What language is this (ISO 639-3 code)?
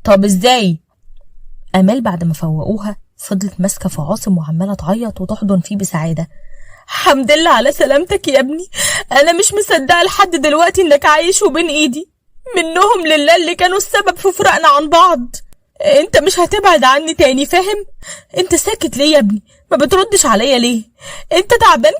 arz